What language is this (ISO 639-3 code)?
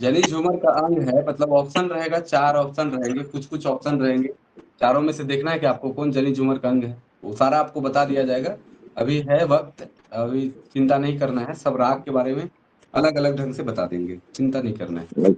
sck